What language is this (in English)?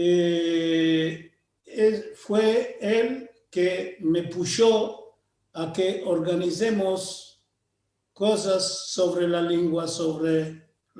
Ladino